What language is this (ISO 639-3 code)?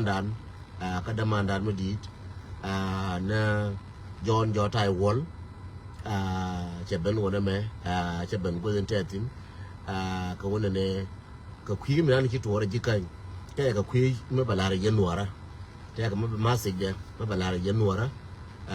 nus